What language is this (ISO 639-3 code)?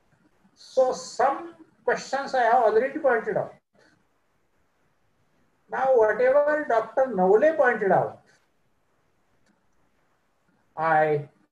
eng